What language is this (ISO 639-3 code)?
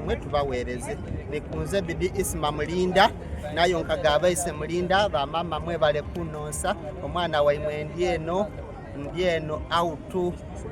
xog